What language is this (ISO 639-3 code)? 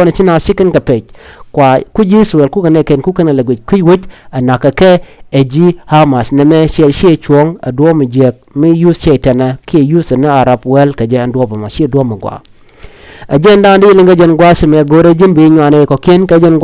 nus